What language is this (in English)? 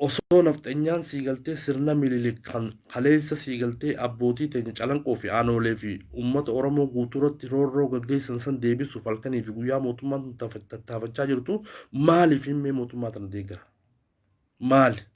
Oromo